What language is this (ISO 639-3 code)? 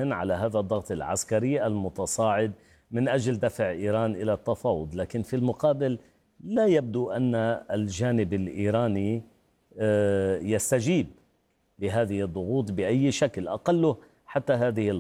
ara